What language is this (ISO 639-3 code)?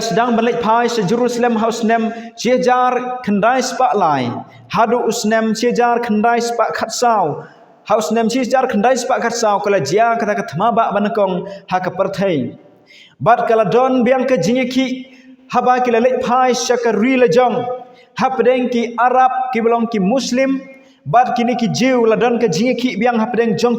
kha